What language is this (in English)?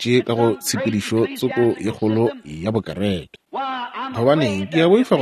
Northern Sotho